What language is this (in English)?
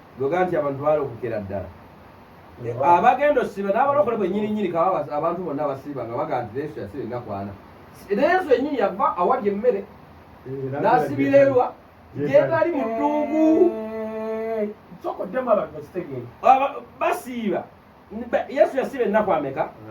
Ganda